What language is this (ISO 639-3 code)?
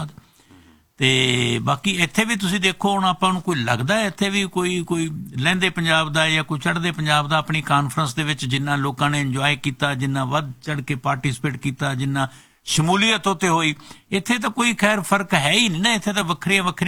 pan